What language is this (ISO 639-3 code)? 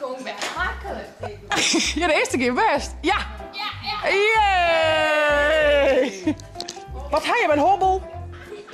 fry